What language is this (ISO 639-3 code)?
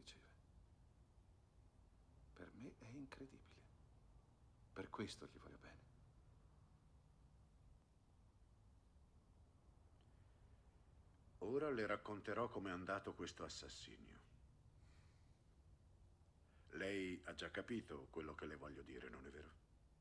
ita